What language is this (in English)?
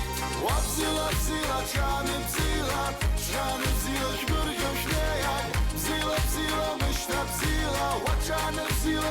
Abkhazian